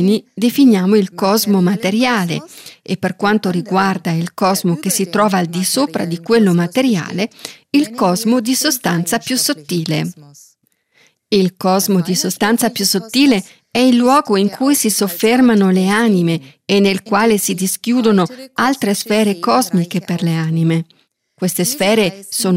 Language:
Italian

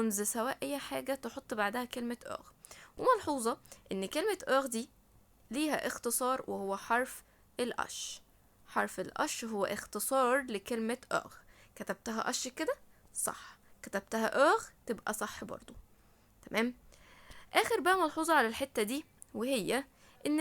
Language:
Egyptian Arabic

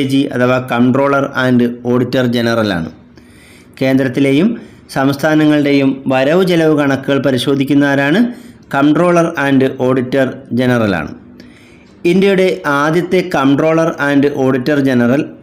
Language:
Malayalam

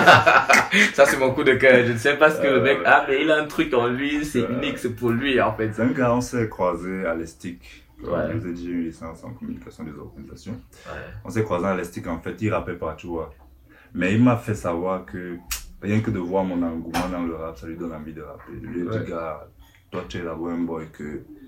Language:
French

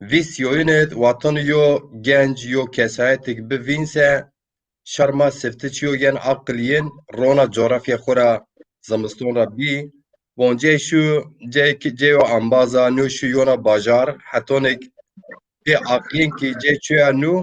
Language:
Zaza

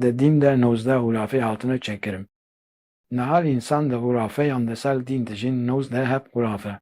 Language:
Kurdish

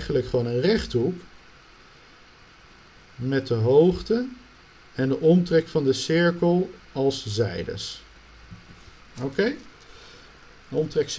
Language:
Dutch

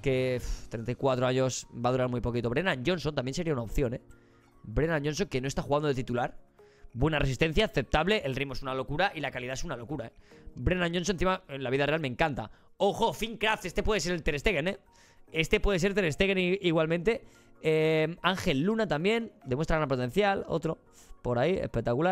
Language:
Spanish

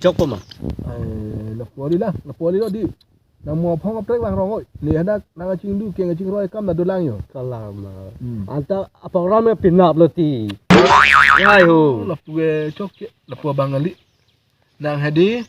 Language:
Karbi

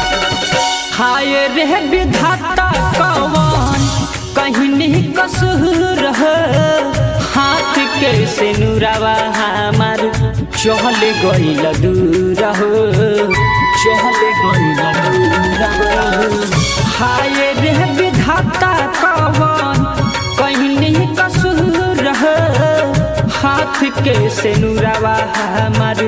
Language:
Bhojpuri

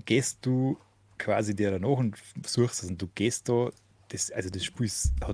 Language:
Bavarian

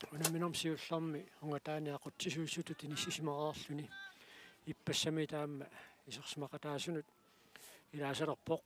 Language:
Kalaallisut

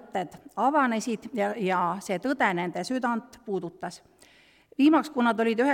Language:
Estonian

